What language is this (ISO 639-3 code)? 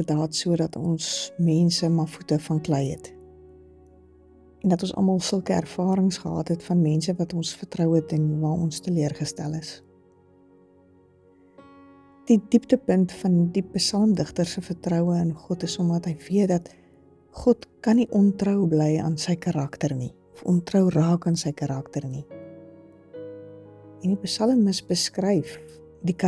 afr